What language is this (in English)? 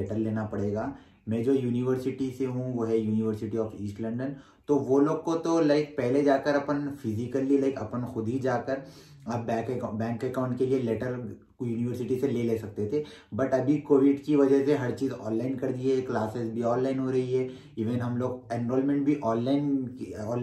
Hindi